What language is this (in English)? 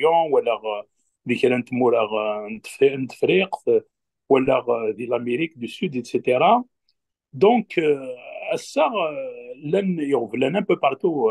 Kabyle